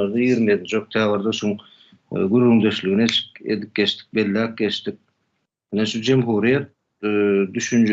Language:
Turkmen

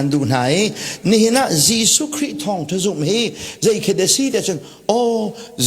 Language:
Hakha Chin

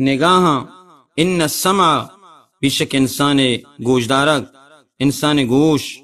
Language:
Baluchi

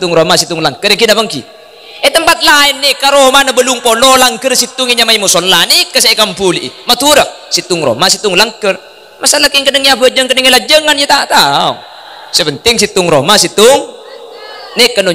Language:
Madurese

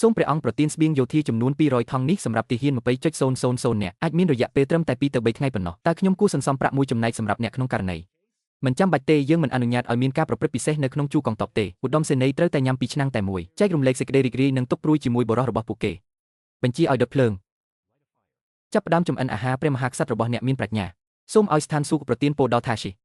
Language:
Khmer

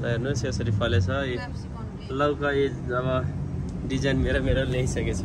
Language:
Nepali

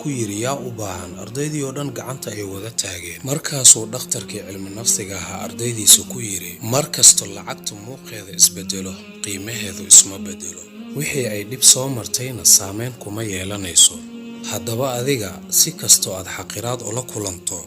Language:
Somali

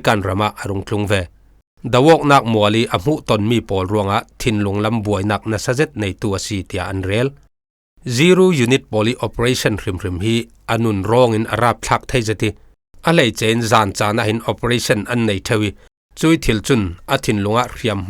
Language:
Falam Chin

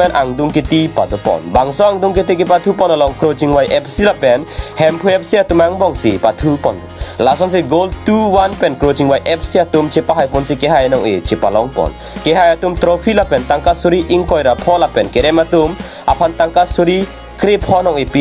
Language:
Karbi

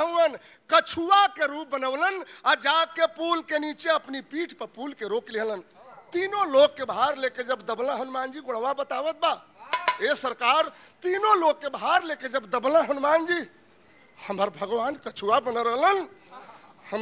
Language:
Bhojpuri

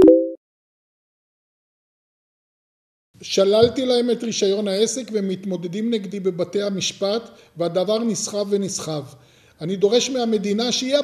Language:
Hebrew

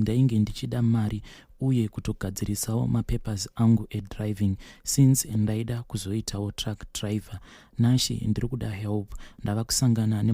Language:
Shona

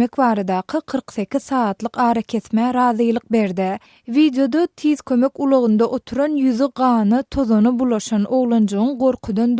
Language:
Turkmen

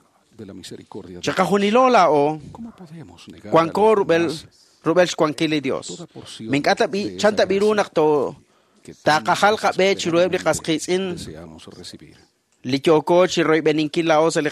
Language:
Kekchí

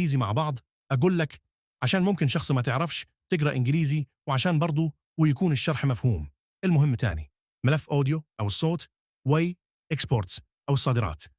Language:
Egyptian Arabic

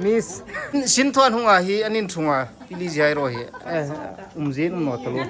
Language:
Hmar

